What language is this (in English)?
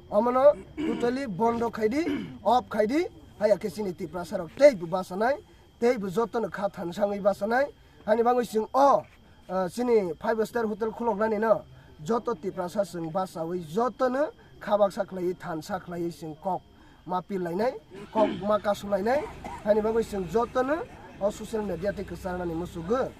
Kok Borok